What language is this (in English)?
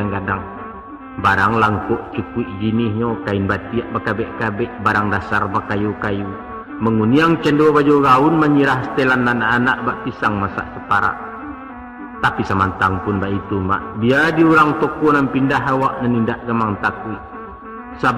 Minangkabau